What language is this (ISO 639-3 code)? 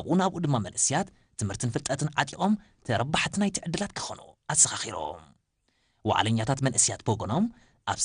tir